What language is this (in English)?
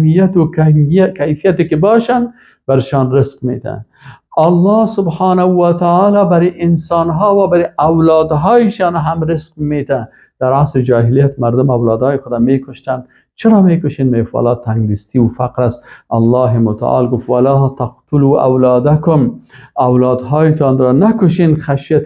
Persian